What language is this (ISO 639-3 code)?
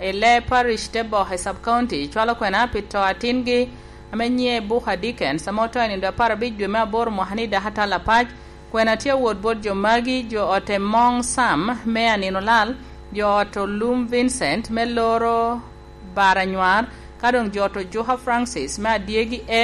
laj